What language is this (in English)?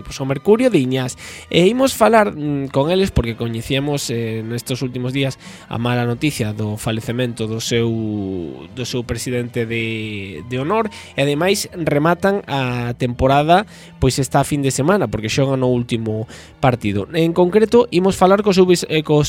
Galician